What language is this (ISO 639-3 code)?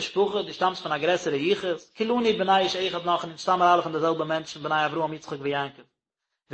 yid